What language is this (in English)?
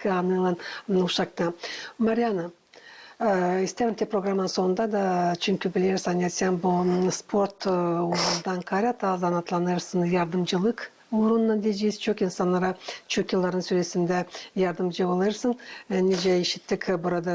Gagauz